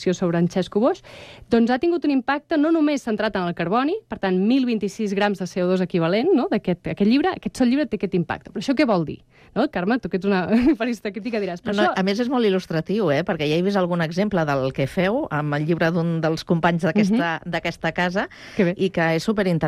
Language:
Catalan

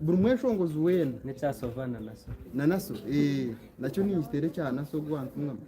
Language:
Nyankole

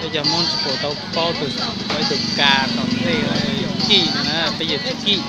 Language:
Hmong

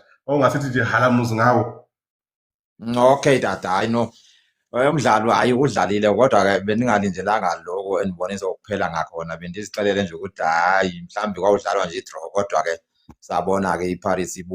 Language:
Zulu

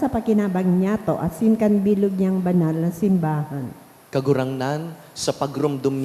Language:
Bikol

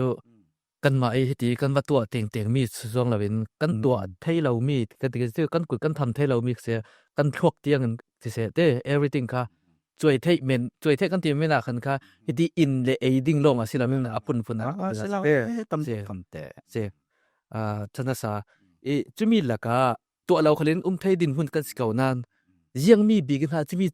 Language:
Falam Chin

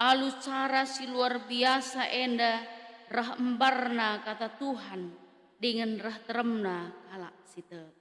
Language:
Batak Karo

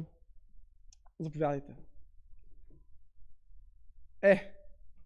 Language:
Bulgarian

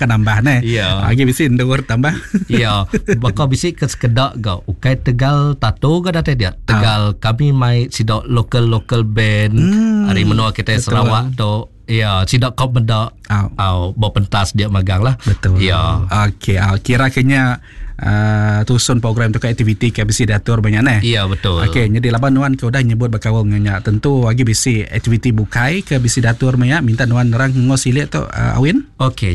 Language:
Iban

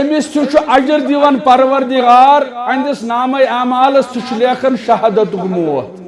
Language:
Kashmiri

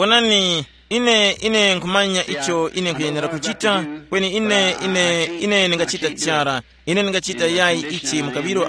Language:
Tumbuka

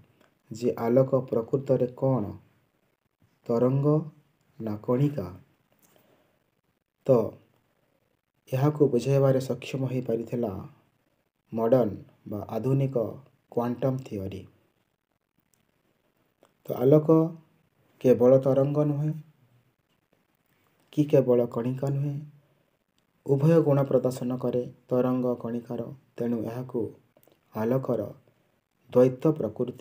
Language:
Odia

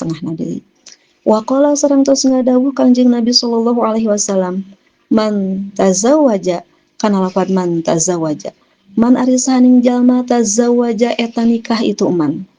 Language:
Sundanese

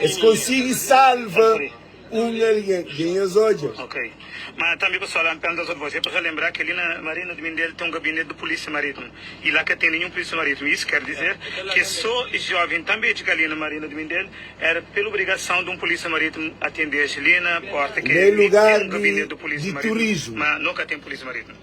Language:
Kabuverdianu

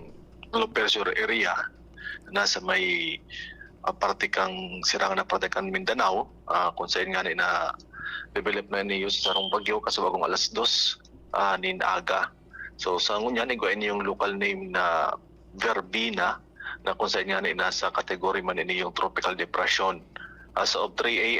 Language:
Bikol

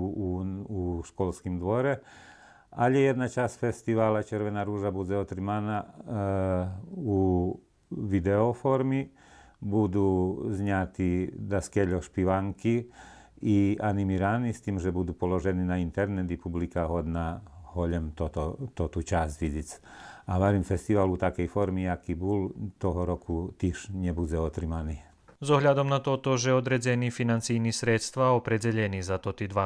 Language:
Rusyn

